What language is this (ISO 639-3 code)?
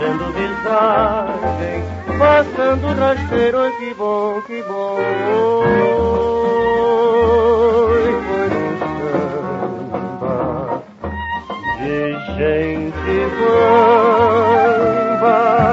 por